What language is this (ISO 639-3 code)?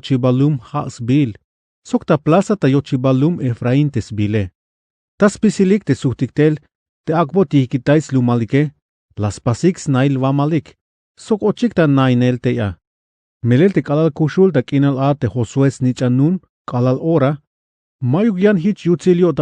tzh